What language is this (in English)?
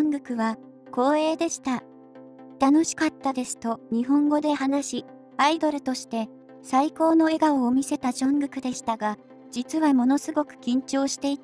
Japanese